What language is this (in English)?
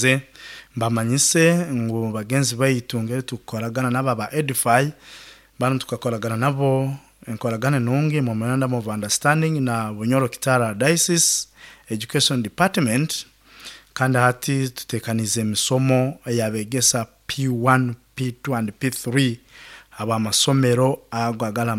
Nyoro